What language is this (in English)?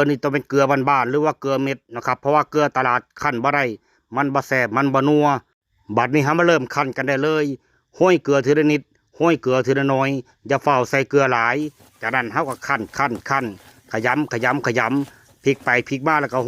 Lao